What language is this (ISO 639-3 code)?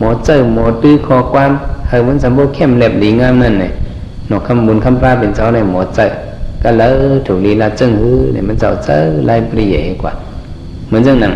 shn